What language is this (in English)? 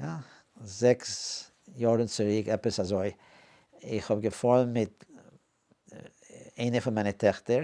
Yiddish